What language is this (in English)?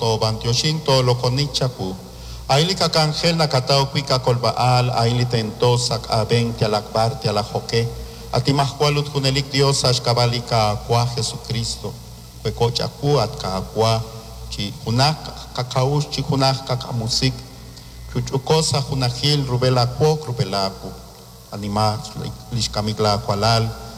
Kekchí